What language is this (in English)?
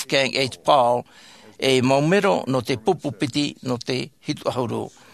Tahitian